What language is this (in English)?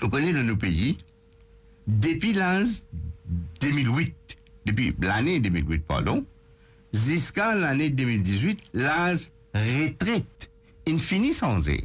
Morisyen